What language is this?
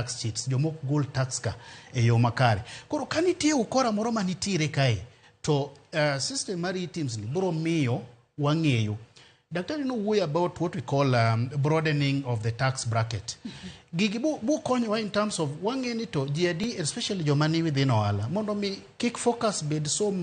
Luo (Kenya and Tanzania)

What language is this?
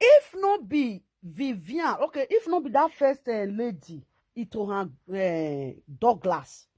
Nigerian Pidgin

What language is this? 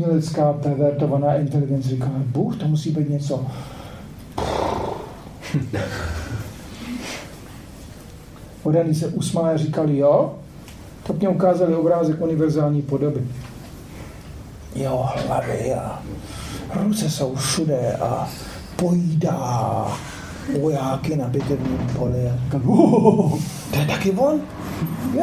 Czech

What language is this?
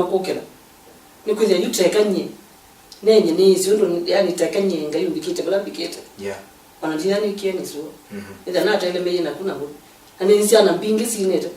Kamba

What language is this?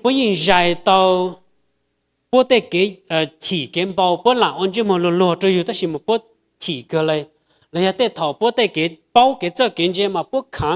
Hmong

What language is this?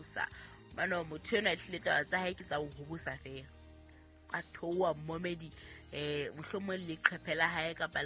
Southern Sotho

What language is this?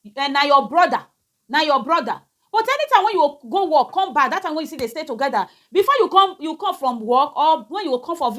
Nigerian Pidgin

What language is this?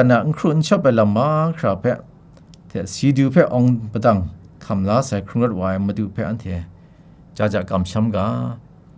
Kachin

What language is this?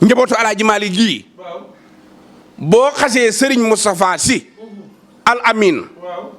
Wolof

